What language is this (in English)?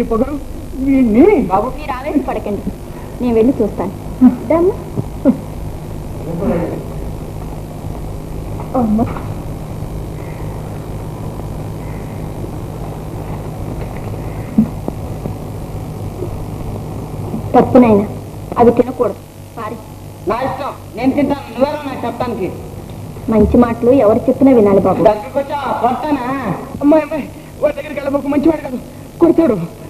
Telugu